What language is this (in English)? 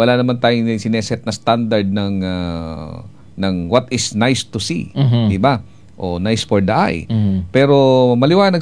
Filipino